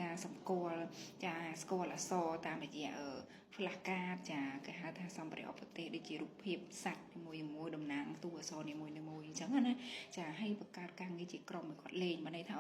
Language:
Khmer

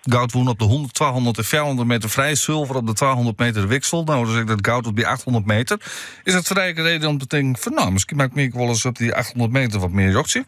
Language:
Western Frisian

